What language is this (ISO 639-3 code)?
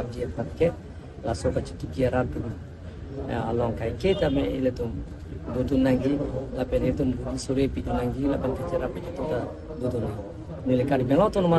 mjw